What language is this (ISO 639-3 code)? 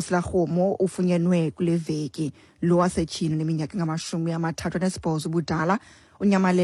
xho